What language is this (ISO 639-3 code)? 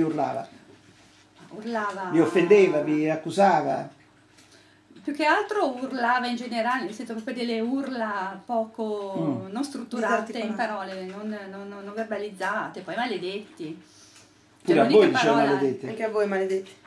ita